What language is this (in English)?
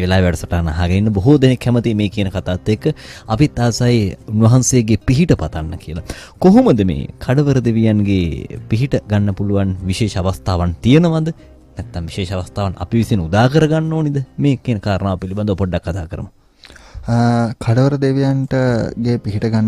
Sinhala